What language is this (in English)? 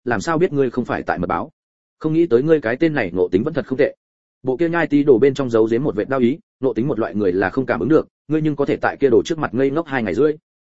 Vietnamese